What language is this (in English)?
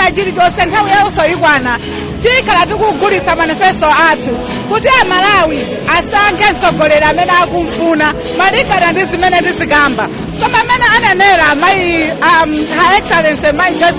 Nyanja